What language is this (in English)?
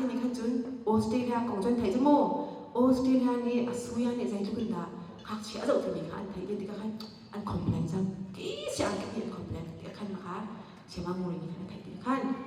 Hakha Chin